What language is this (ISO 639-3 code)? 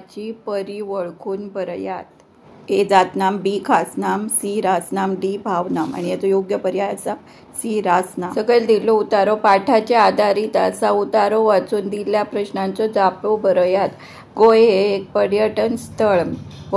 kok